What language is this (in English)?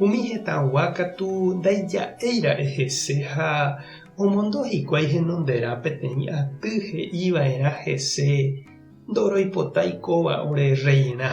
Guarani